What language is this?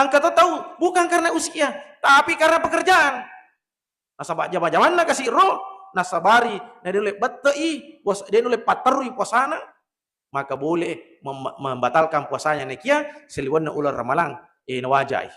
Buginese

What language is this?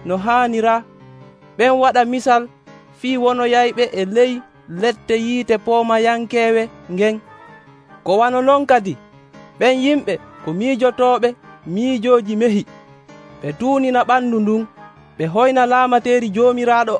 Nigerian Fulfulde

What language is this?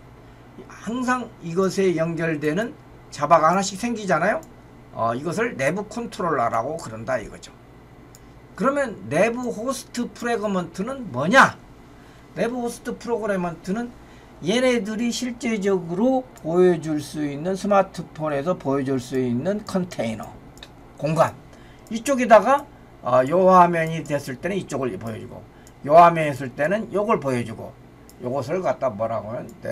Korean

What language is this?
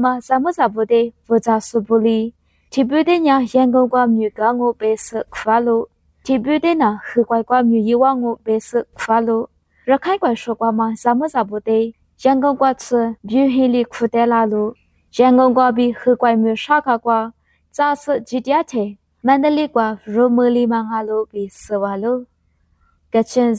Lisu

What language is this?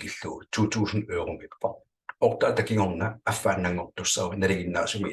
Kalaallisut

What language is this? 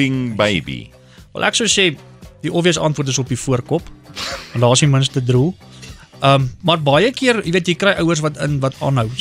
Afrikaans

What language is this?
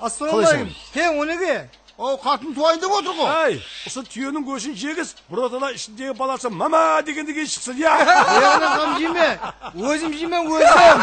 Kara-Kalpak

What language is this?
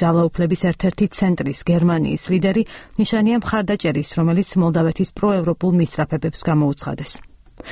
Georgian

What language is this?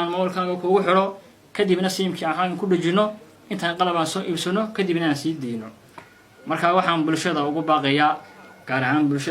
Somali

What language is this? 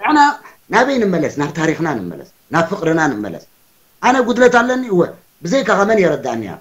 Tigrinya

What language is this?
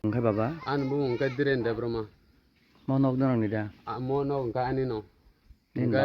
Kok Borok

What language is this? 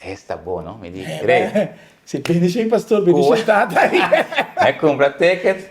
Papiamento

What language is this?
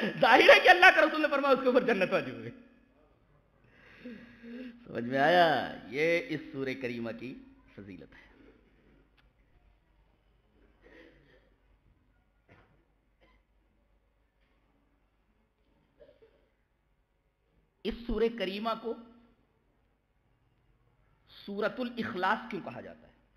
Urdu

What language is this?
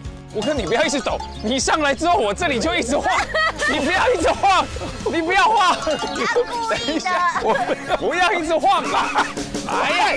Chinese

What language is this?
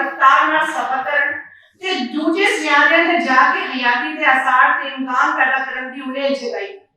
Western Panjabi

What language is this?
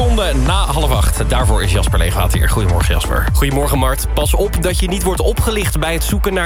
Dutch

